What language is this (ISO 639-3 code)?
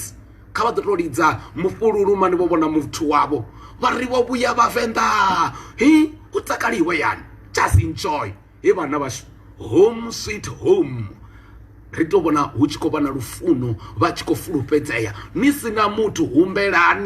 ven